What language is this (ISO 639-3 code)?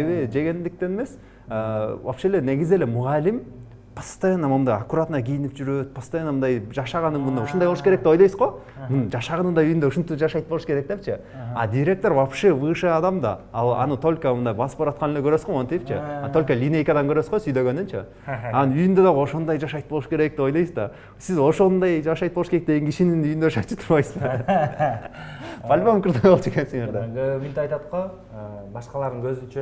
kir